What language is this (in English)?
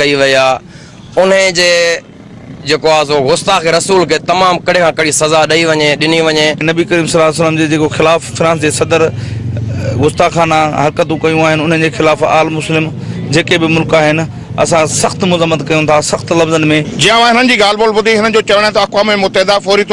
Sindhi